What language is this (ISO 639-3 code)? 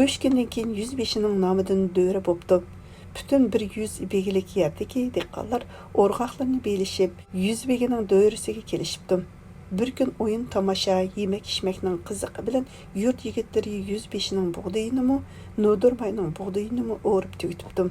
uig